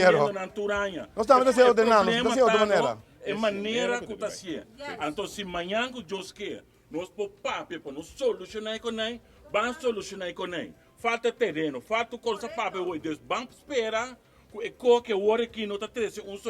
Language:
Papiamento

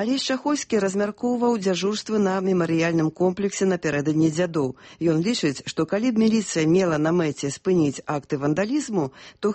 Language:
Belarusian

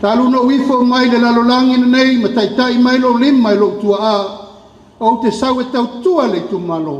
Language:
Samoan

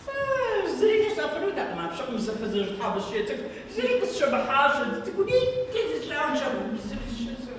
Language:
Kabardian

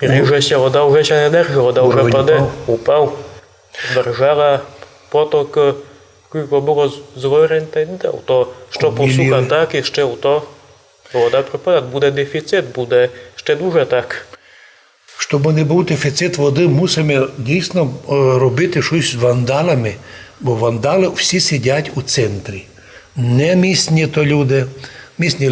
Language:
Rusyn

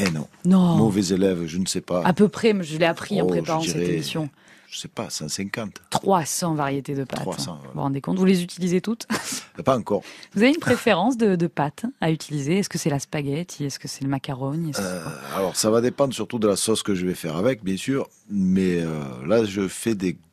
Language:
French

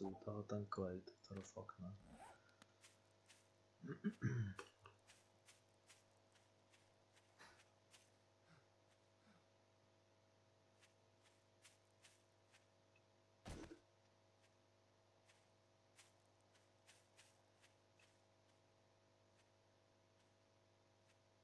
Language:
Czech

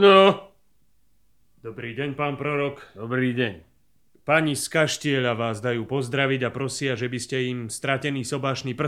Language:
Slovak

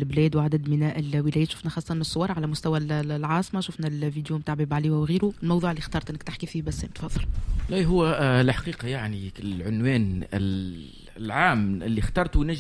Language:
Tunisian Arabic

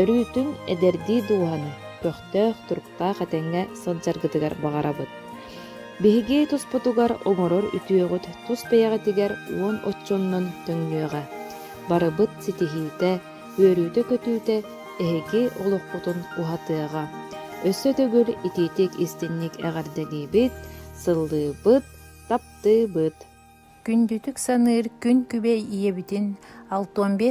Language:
Yakut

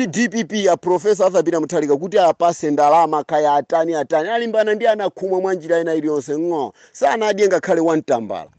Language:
Nyanja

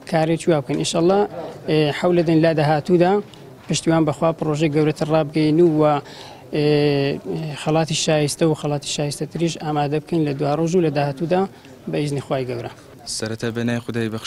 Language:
Central Kurdish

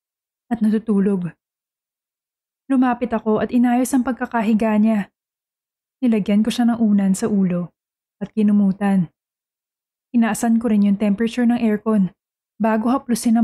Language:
Filipino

